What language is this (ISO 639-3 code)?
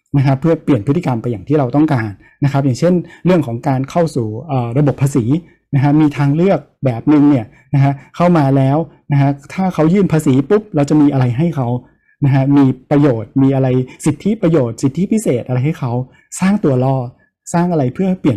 tha